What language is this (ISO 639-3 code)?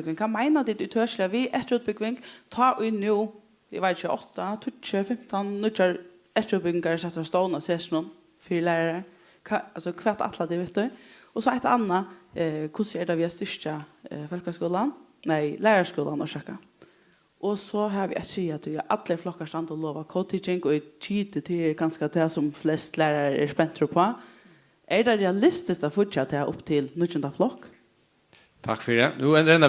fao